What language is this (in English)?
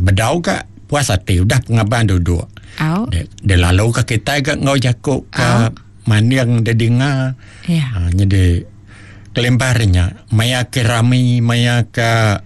Iban